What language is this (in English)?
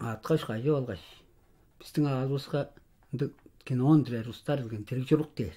Tuvinian